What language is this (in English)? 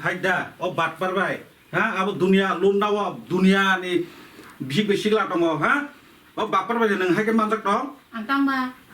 Kok Borok